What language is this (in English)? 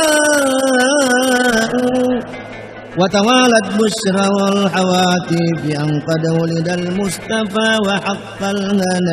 Buginese